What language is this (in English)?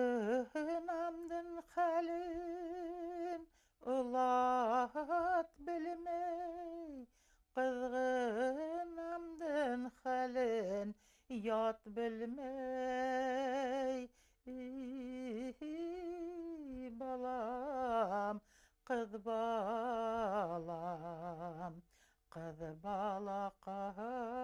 Bashkir